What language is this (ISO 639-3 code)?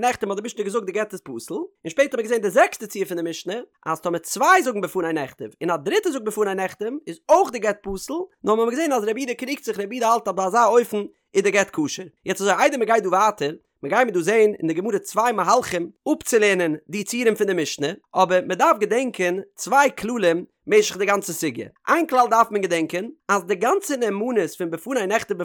yid